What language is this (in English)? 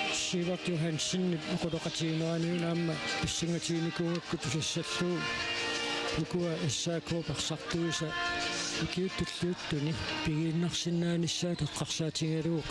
Kalaallisut